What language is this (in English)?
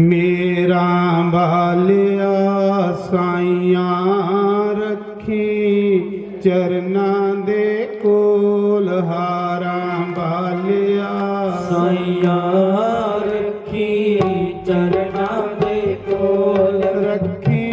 Dogri